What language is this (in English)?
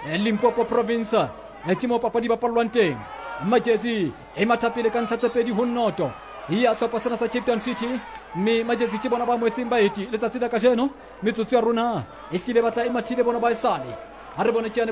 Southern Sotho